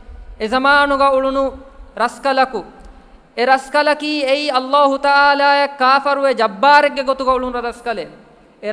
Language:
Divehi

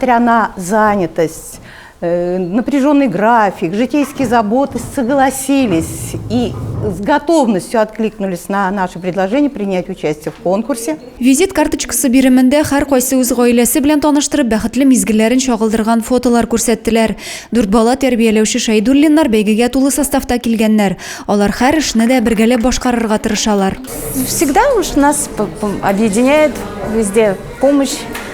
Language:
Tatar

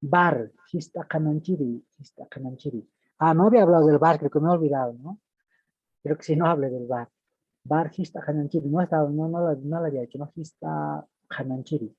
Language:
Aymara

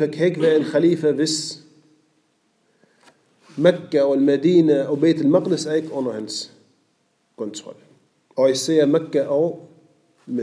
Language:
Danish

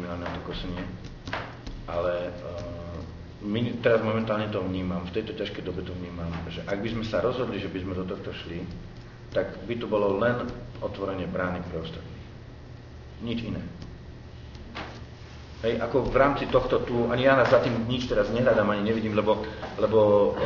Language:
Slovak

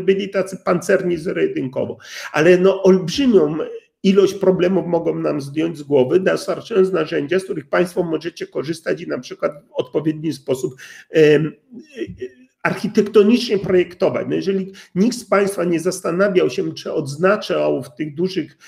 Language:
Polish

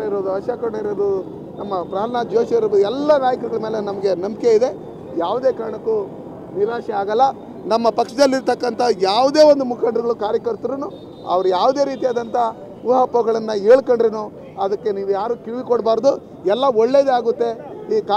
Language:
Kannada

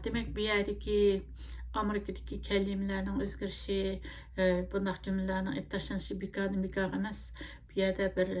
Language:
Uyghur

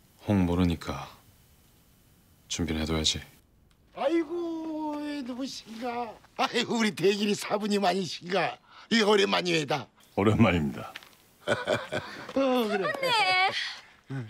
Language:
Korean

